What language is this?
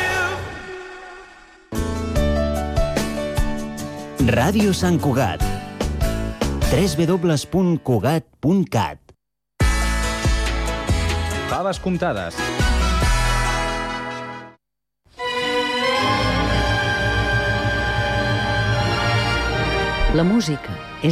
Catalan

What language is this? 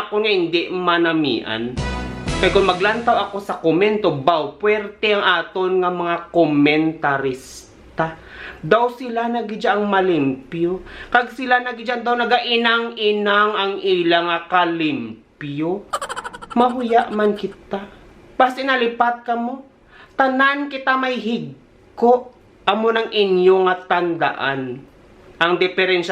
Hiligaynon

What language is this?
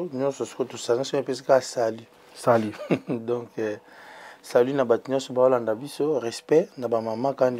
Lingala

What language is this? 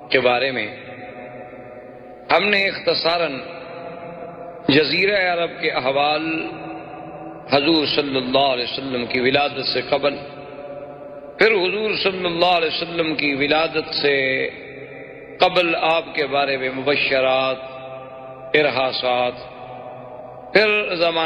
Urdu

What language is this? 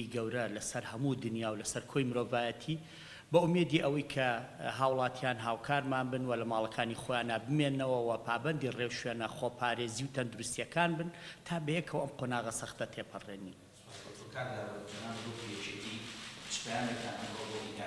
Central Kurdish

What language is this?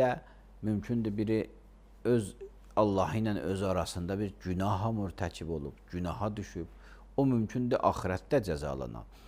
Azerbaijani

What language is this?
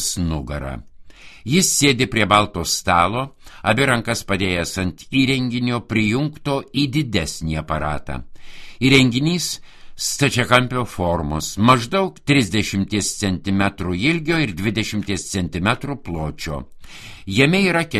Lithuanian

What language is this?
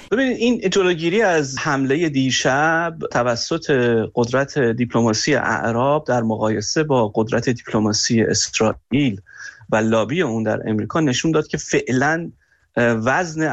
Persian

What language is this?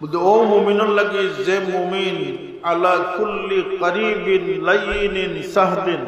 Sylheti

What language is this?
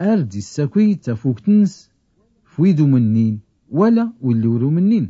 Tachelhit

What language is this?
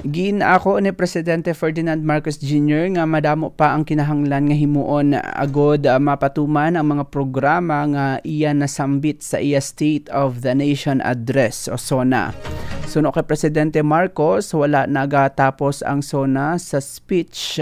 Hiligaynon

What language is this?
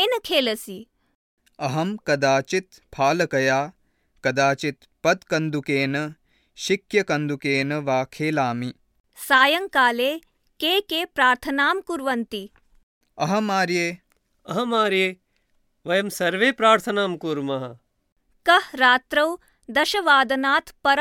Sanskrit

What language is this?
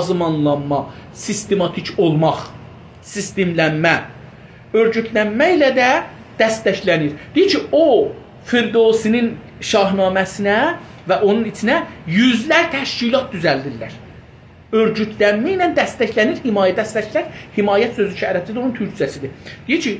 South Azerbaijani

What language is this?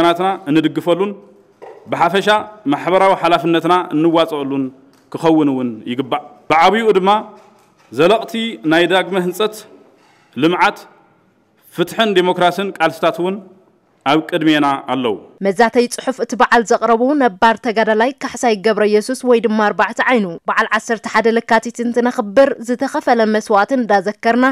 Tigrinya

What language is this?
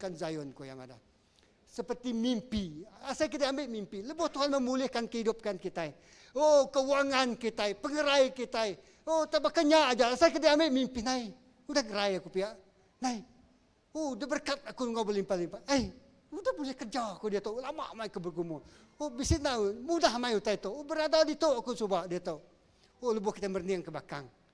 Iban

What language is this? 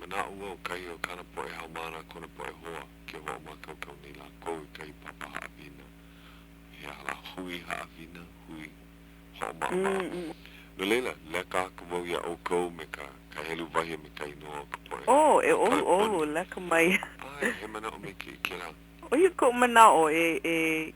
Hawaiian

